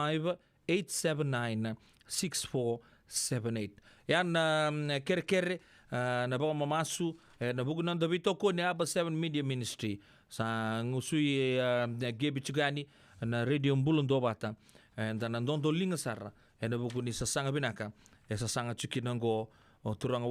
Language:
Fijian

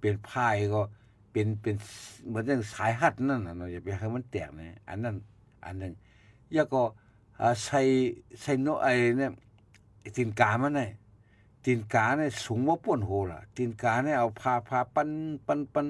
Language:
Shan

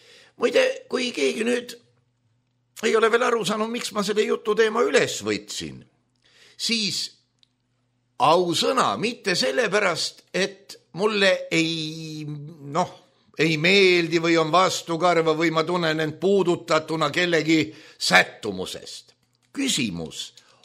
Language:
Estonian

